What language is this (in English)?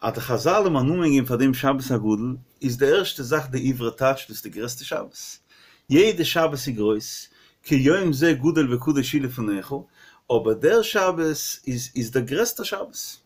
Yiddish